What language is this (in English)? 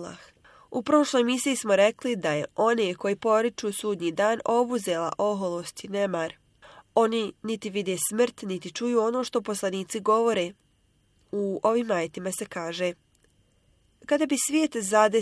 Bosnian